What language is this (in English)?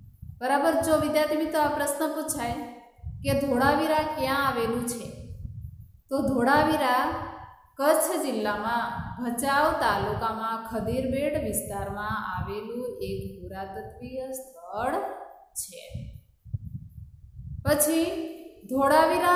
Gujarati